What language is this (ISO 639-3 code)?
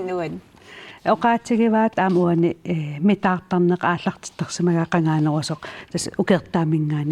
kal